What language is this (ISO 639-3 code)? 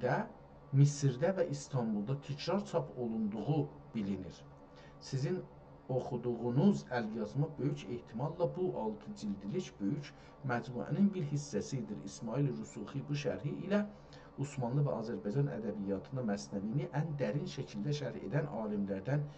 azb